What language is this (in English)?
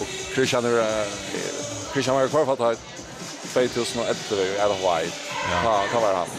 Faroese